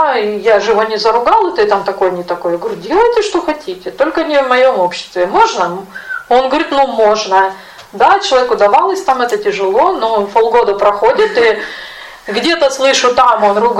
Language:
Russian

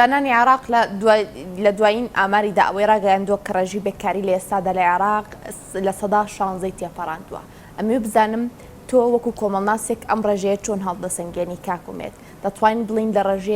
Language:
Central Kurdish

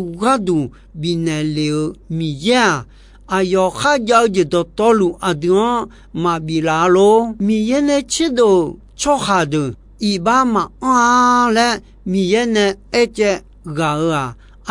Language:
Akha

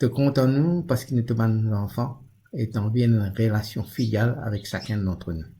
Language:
Morisyen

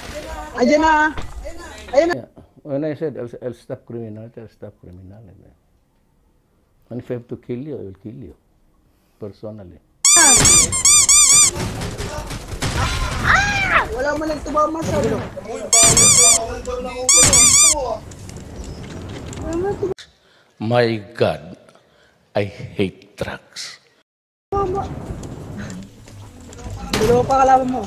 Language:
Filipino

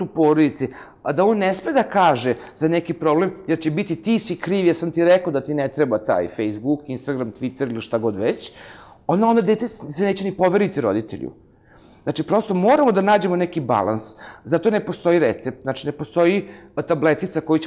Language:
Serbian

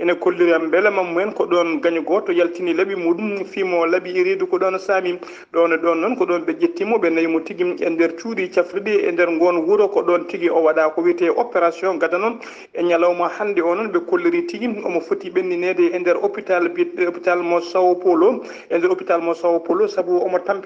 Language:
Fula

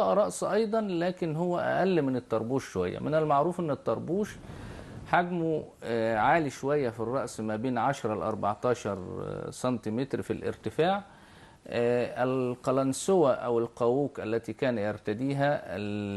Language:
Egyptian Arabic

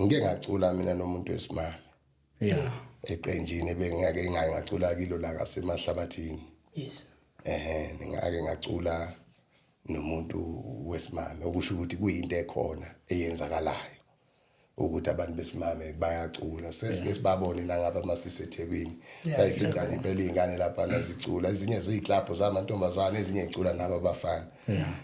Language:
Zulu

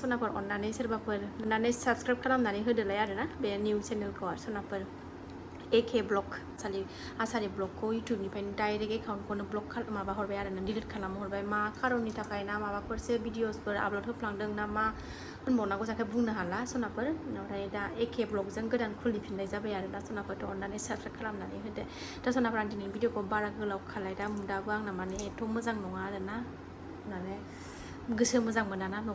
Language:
Bodo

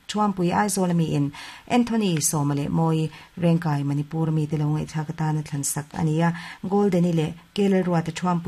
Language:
Mizo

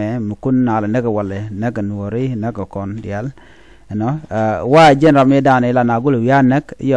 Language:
Nuer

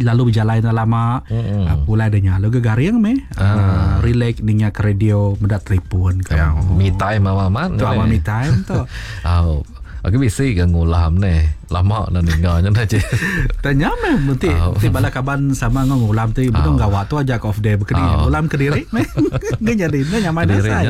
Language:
Iban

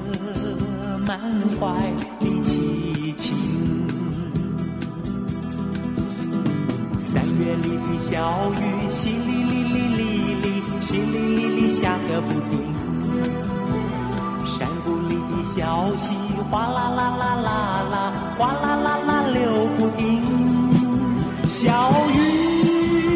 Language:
Chinese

